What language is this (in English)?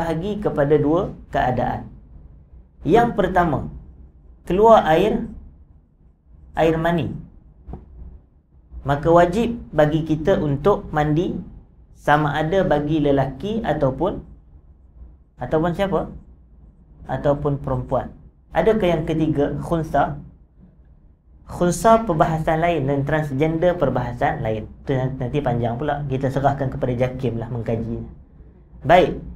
Malay